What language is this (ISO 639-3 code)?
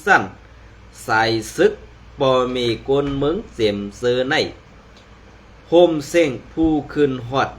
shn